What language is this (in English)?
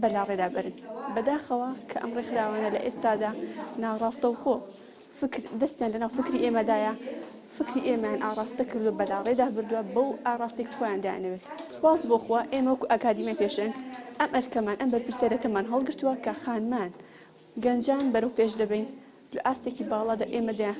Central Kurdish